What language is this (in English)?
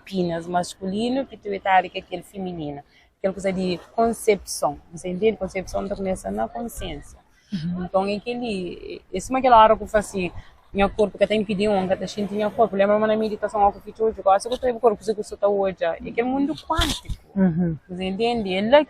Kabuverdianu